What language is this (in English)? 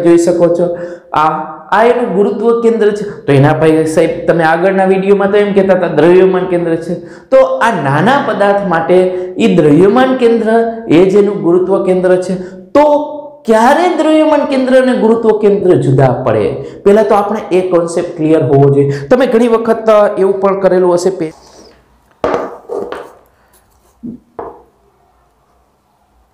Gujarati